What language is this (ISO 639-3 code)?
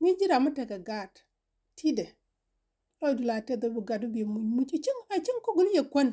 nus